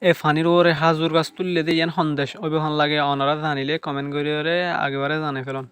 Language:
Rohingya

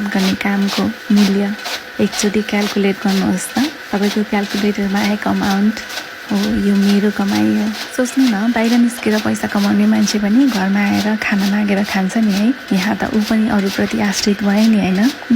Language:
Nepali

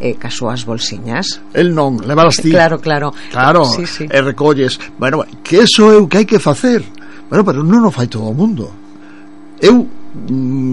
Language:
Galician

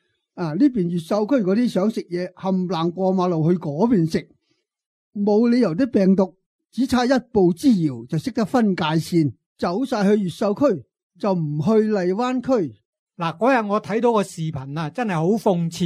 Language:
Cantonese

